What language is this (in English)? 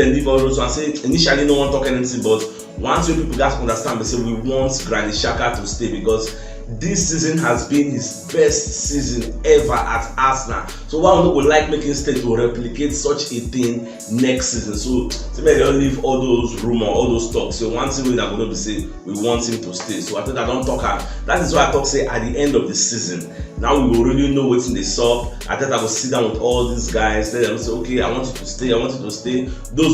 Nigerian Pidgin